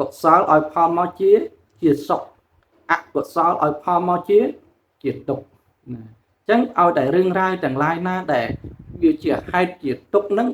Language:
Khmer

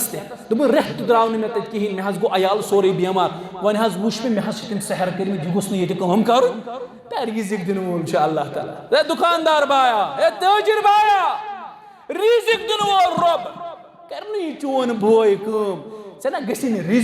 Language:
Kashmiri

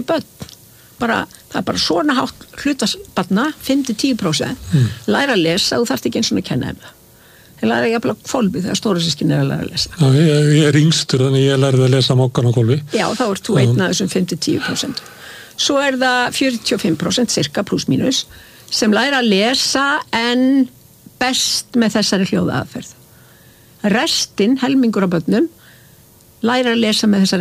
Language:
Icelandic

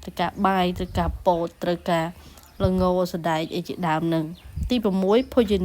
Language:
Khmer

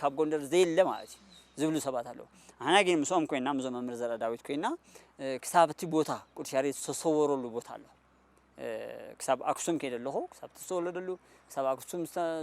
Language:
Tigrinya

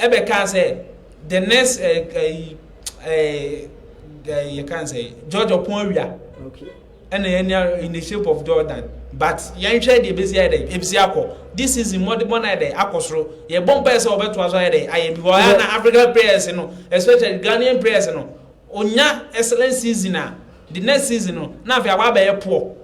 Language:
Akan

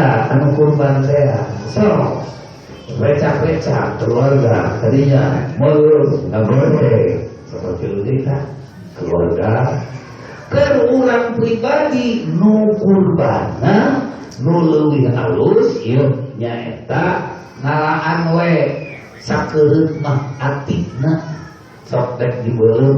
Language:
Sundanese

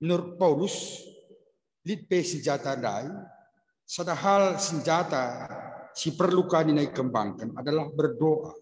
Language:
Batak Karo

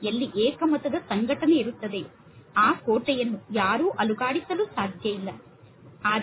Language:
Kannada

